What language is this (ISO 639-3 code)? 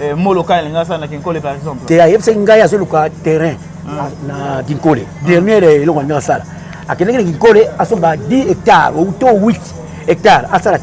lin